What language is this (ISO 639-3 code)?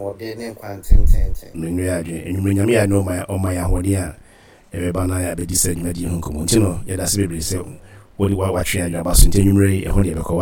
aka